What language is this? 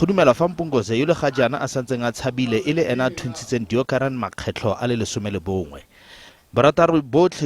Tswana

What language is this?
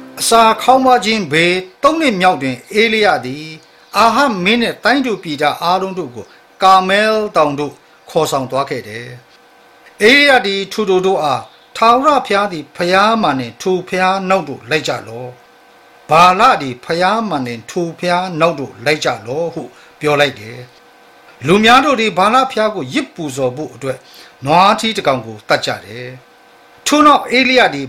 Burmese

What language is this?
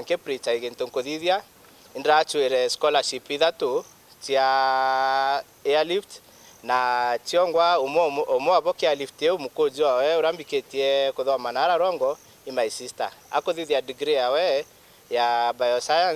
Meru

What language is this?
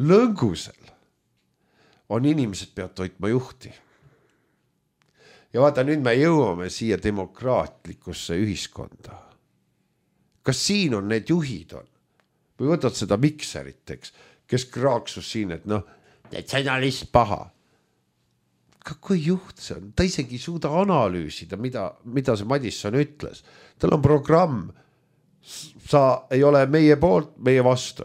Estonian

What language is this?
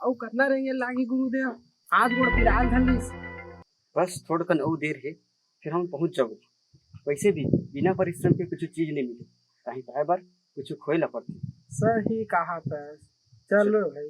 Chhattisgarhi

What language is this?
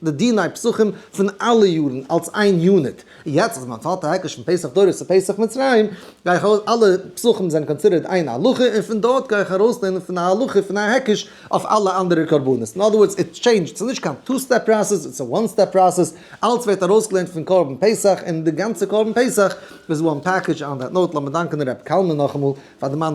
Yiddish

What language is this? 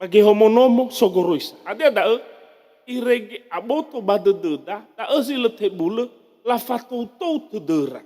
Nias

